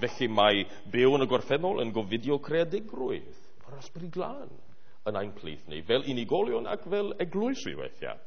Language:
Welsh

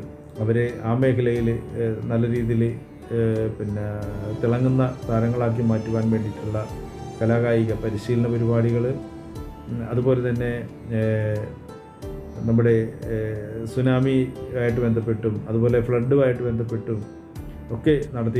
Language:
Malayalam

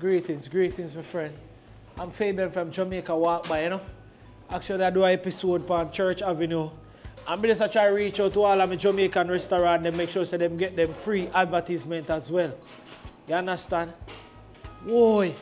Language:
Jamaican Creole English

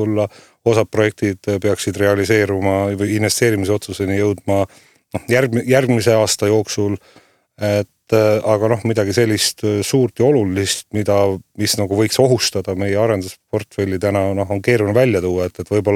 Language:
Estonian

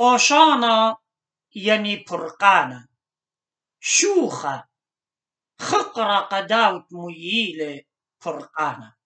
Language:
Assyrian Neo-Aramaic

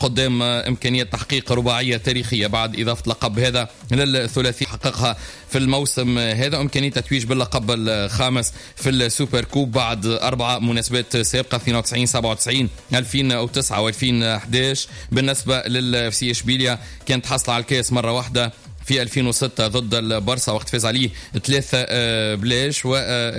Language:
Tunisian Arabic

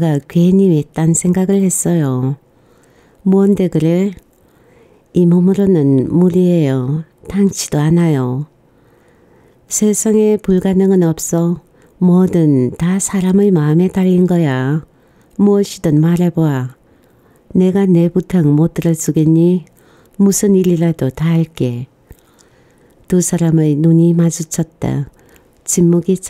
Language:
Korean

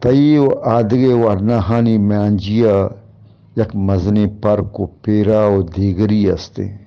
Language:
Eastern Balochi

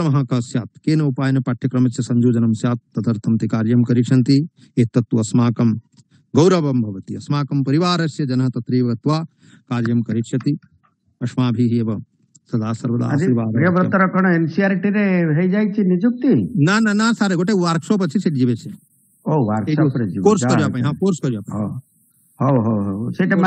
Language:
Sanskrit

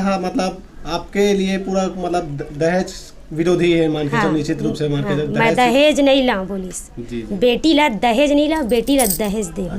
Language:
Chhattisgarhi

